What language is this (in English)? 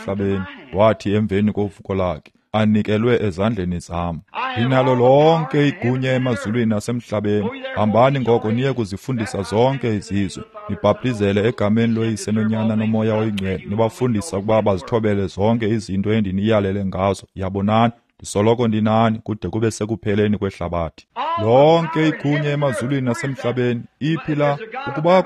Xhosa